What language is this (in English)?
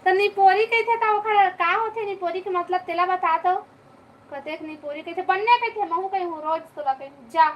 Chhattisgarhi